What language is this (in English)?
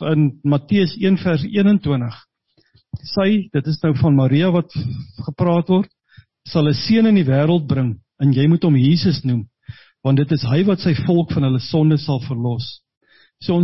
Afrikaans